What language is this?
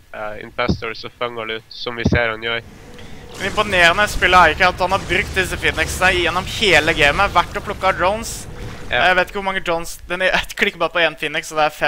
Norwegian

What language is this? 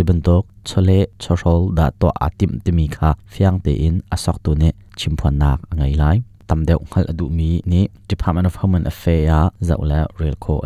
Hakha Chin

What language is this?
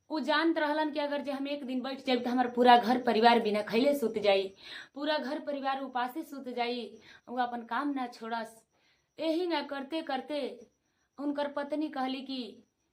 Bhojpuri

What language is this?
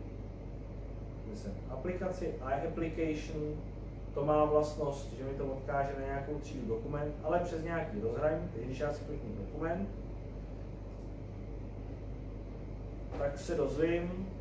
Czech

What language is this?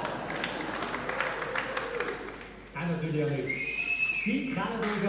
German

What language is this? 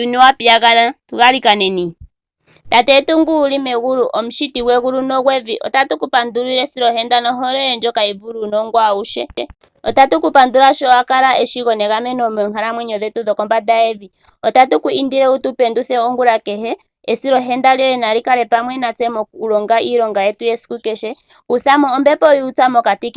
Ndonga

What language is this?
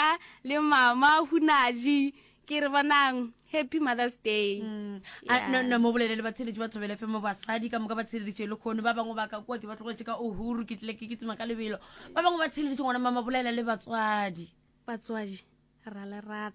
Northern Sotho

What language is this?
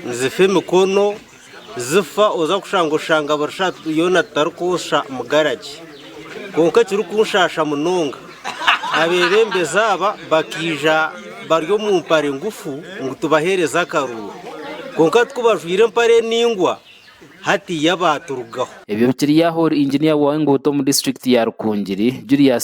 Nyankole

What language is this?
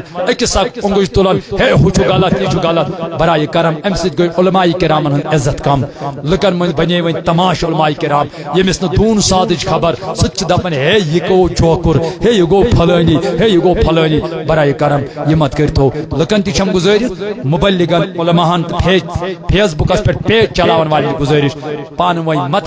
Kashmiri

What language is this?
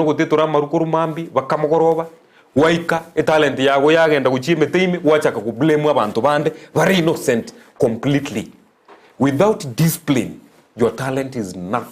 Gusii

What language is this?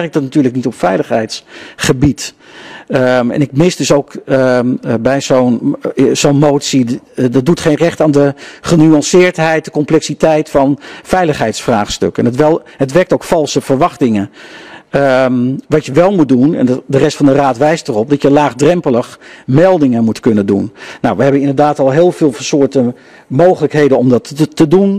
Dutch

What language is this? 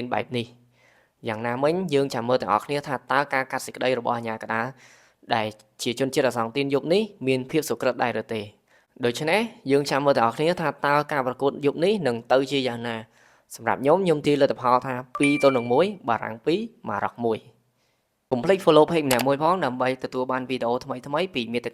Khmer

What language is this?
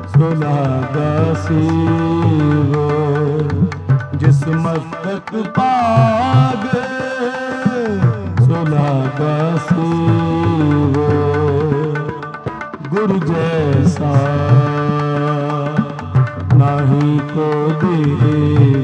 Punjabi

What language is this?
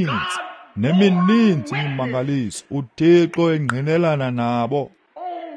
Xhosa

